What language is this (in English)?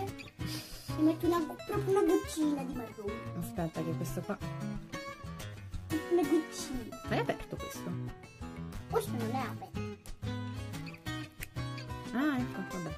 Italian